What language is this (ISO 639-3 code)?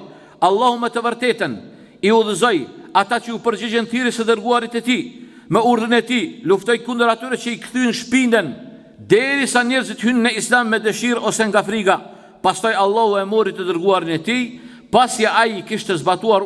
sqi